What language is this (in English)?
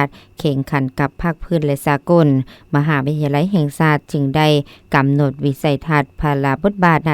Lao